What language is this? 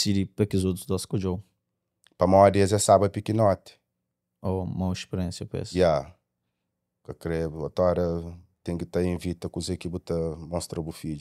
Kabuverdianu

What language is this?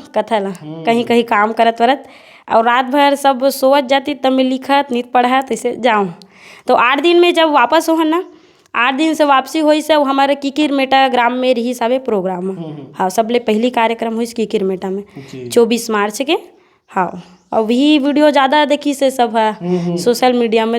Chhattisgarhi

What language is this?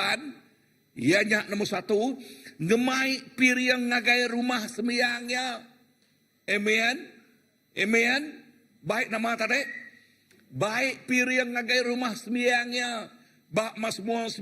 Iban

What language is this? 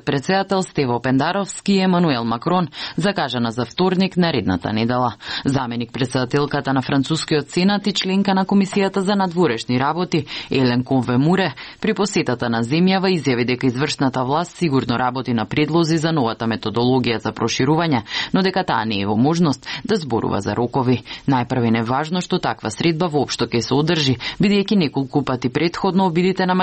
Macedonian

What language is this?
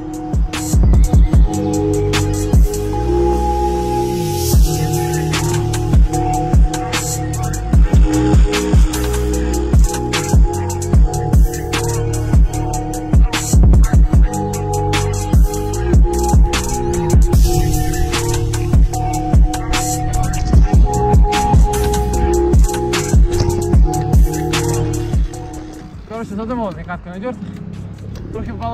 Ukrainian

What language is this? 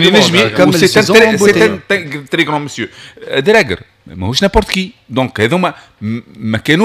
Tunisian Arabic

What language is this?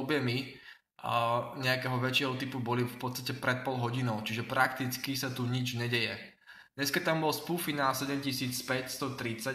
Slovak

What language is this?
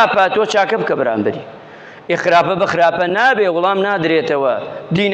Central Kurdish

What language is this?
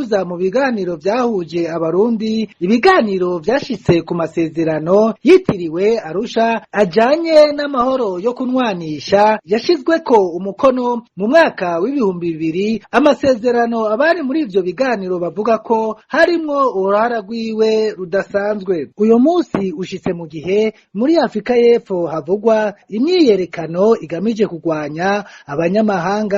Rundi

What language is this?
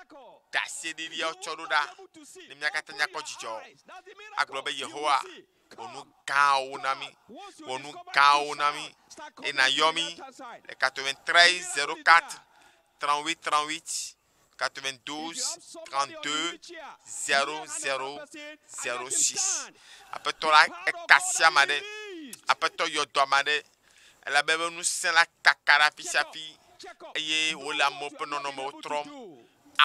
Ewe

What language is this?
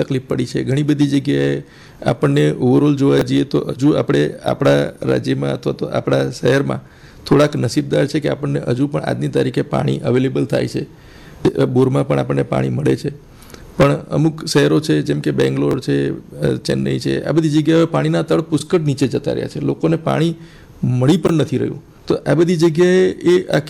Gujarati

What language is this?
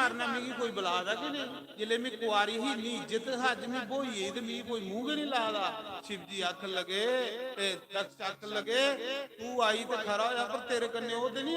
Dogri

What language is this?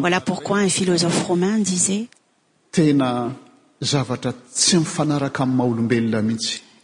French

